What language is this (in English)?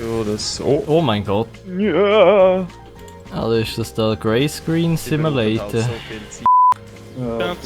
Swiss German